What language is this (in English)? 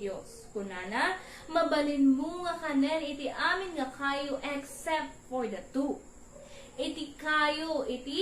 Iloko